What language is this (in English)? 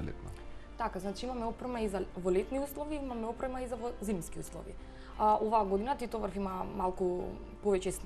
Macedonian